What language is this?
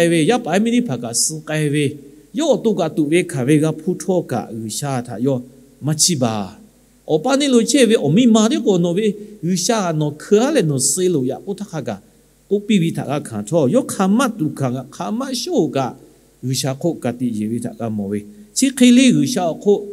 Lahu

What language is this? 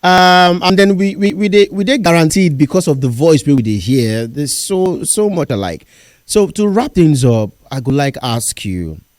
Nigerian Pidgin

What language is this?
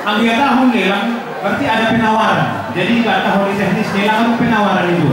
Batak Simalungun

